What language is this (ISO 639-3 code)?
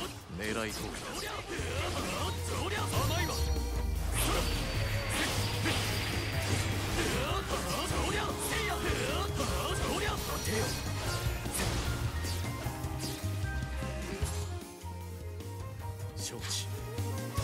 jpn